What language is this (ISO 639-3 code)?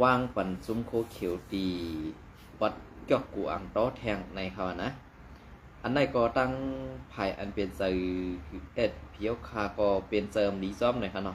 shn